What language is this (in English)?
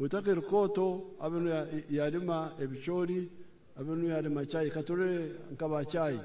Nyankole